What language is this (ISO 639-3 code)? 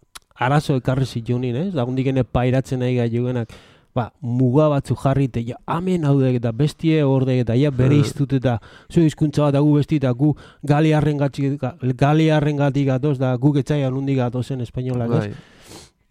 eus